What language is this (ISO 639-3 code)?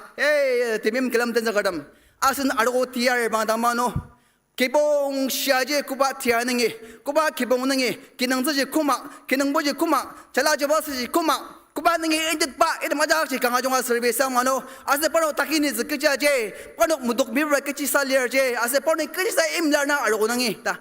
njo